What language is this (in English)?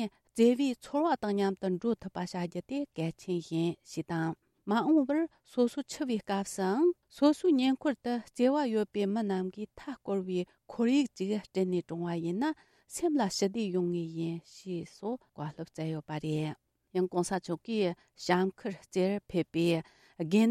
Tibetan